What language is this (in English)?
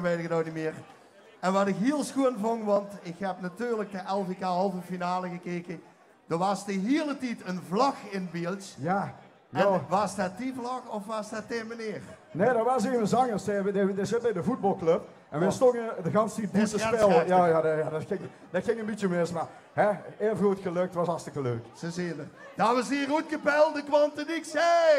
Limburgish